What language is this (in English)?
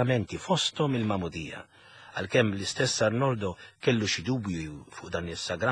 Maltese